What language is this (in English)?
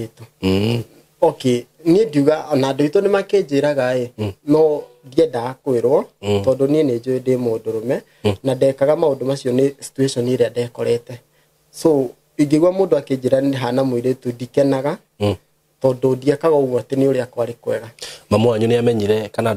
Kikuyu